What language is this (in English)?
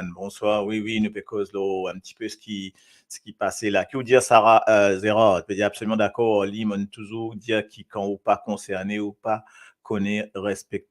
Morisyen